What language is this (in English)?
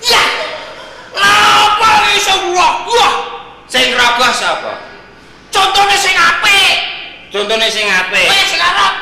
Javanese